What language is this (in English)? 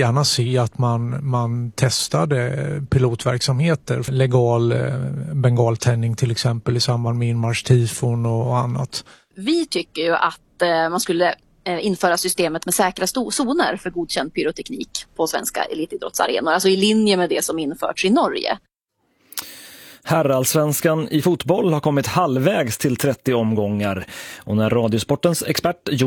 Swedish